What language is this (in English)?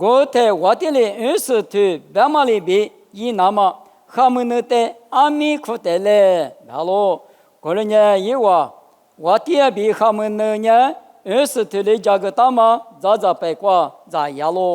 Lisu